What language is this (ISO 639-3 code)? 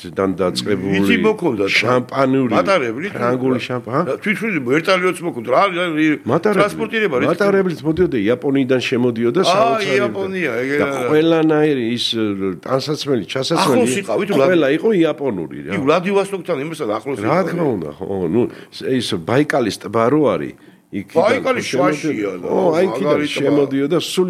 kat